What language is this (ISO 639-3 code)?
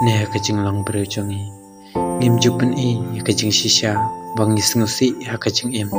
kha